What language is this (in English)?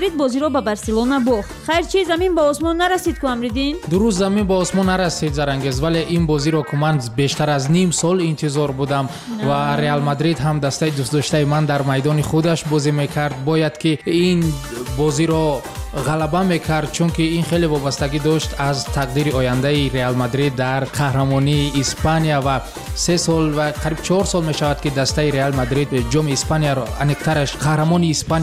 Persian